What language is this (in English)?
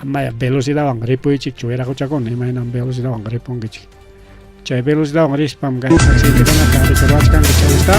Ayacucho Quechua